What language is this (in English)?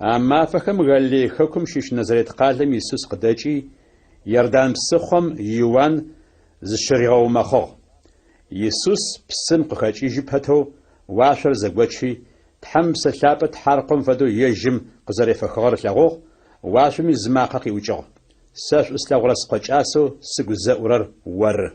Adyghe